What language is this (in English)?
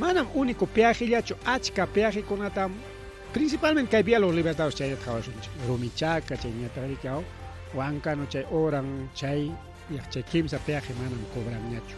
Ayacucho Quechua